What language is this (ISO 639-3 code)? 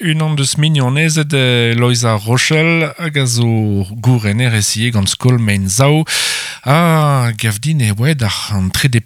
bre